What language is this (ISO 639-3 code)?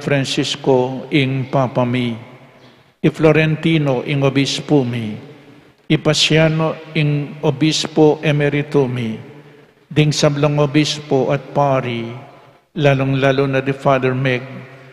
pam